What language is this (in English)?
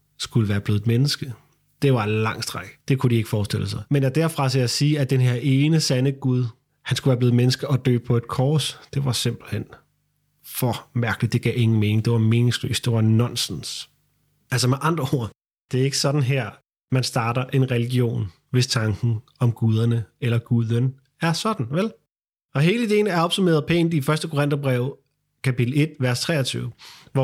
Danish